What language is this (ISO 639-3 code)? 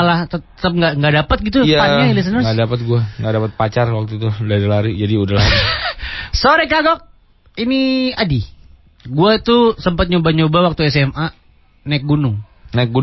ind